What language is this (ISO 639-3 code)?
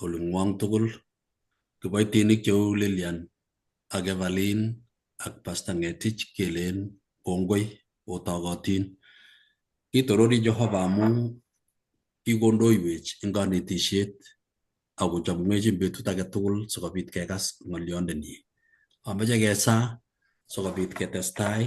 kln